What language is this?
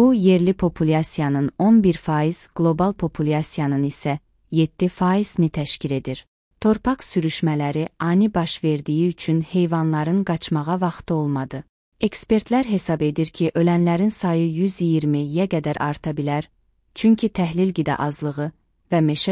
Azerbaijani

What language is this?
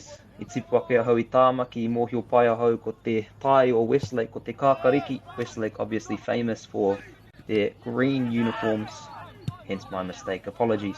Māori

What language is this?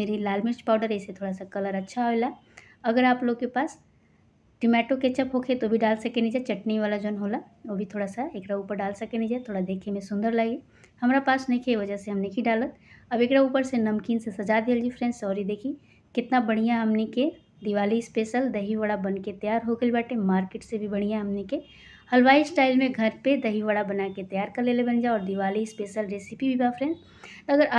Bhojpuri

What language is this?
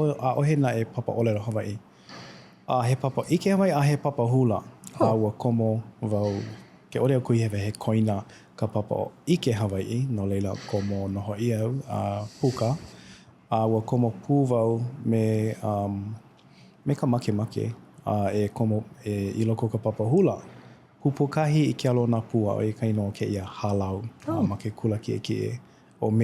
Hawaiian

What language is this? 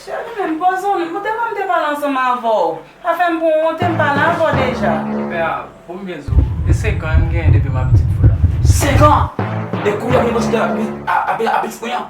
Haitian Creole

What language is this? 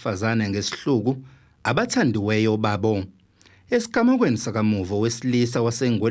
Zulu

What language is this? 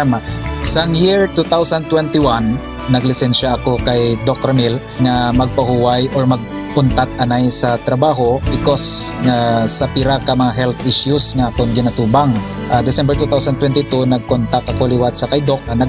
Hiligaynon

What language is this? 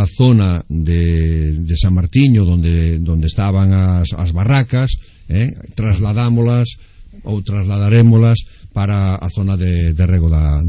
Galician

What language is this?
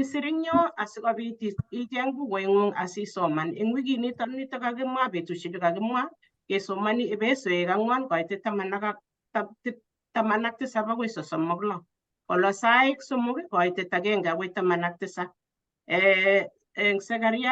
Kalenjin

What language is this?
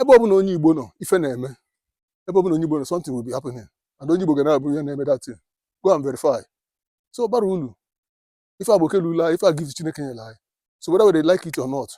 Igbo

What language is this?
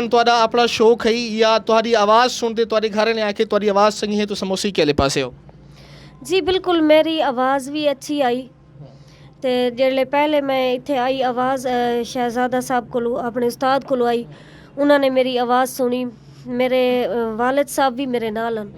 Saraiki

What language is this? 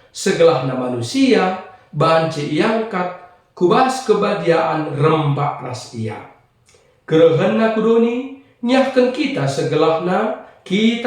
Batak Karo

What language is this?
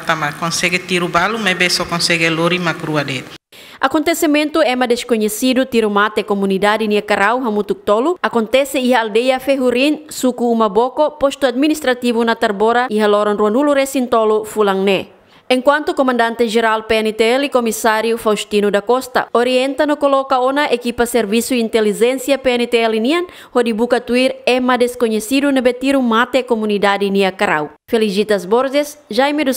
Tetum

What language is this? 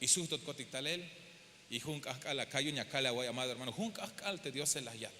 Tzeltal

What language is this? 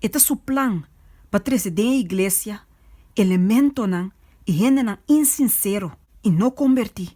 Papiamento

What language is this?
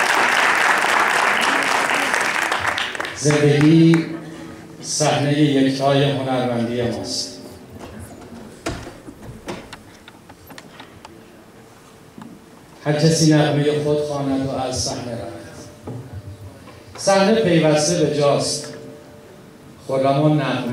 Persian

